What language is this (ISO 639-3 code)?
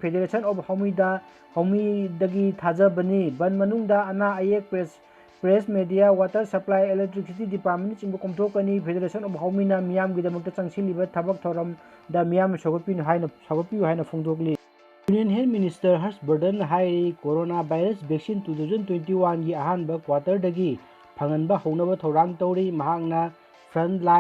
mni